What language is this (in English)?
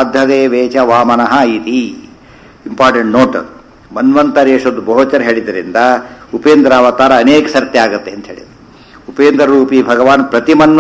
Kannada